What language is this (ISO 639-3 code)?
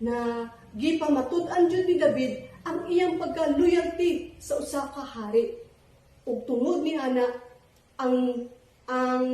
ceb